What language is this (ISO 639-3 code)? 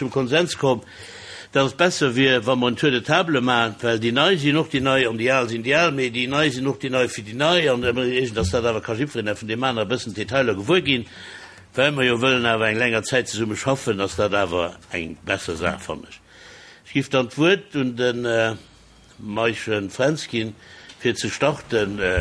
ltz